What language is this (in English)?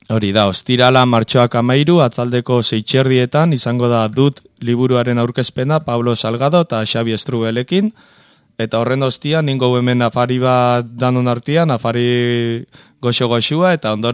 Basque